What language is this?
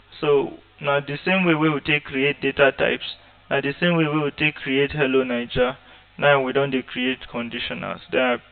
Nigerian Pidgin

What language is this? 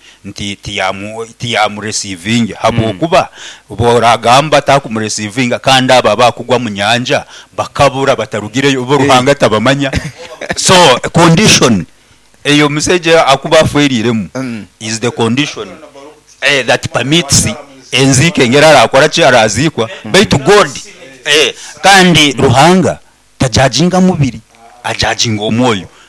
Nyoro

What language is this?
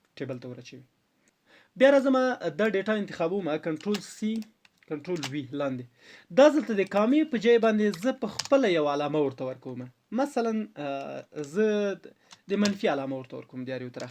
Pashto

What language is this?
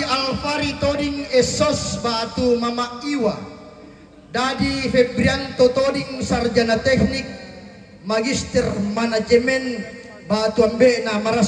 Toraja-Sa'dan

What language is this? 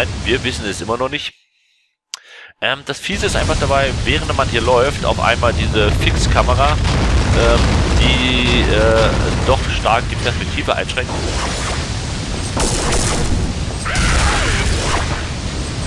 German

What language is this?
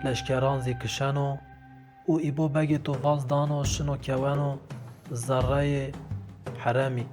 Zaza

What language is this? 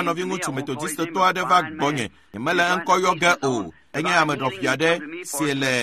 Ewe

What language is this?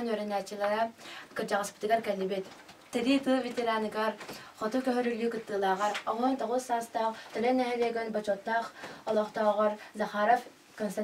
Yakut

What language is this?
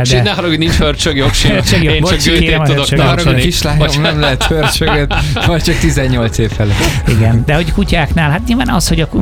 Hungarian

